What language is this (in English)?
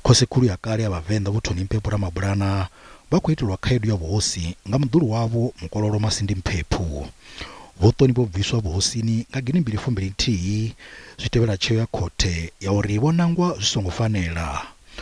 Venda